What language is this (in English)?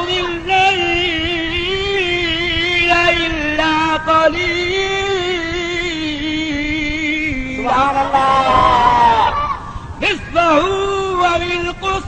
Saraiki